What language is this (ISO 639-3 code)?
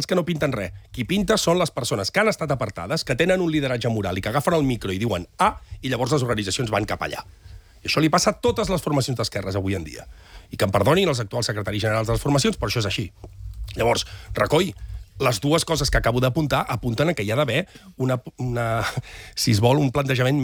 cat